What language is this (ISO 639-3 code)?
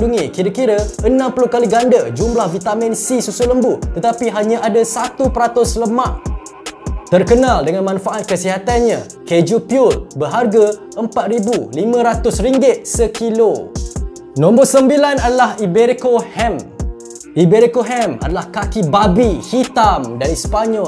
msa